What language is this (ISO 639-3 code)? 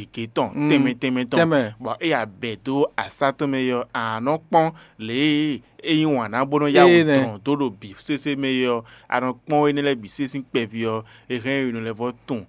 fon